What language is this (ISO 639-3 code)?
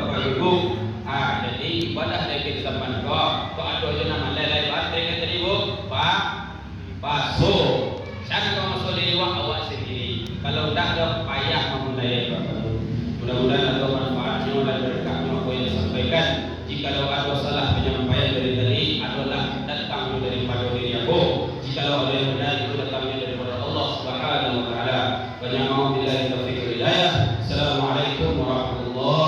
min